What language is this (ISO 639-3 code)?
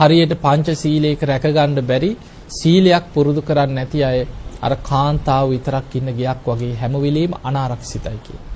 sin